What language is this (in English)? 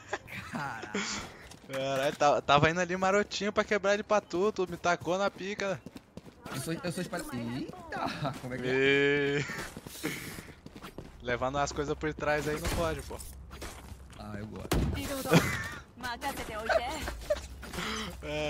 Portuguese